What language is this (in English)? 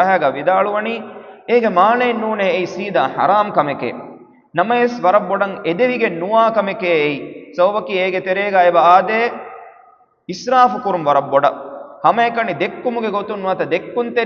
Divehi